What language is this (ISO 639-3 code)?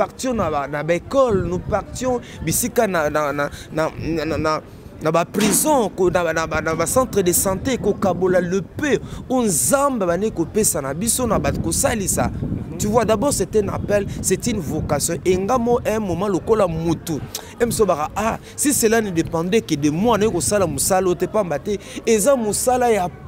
lin